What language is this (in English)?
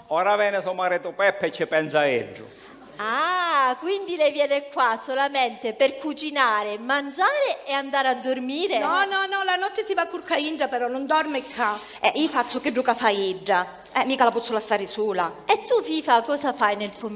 Sicilian